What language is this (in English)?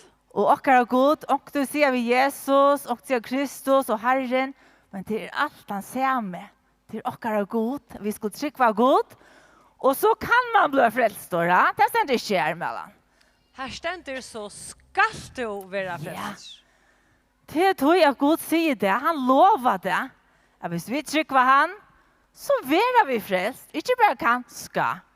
Faroese